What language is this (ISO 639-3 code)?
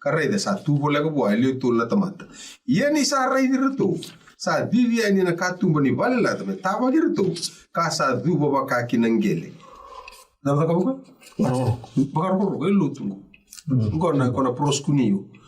fij